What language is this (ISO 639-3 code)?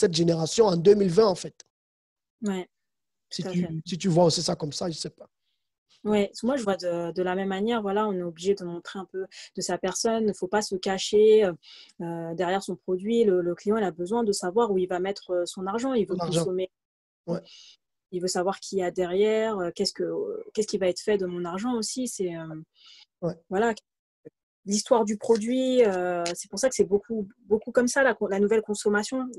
fra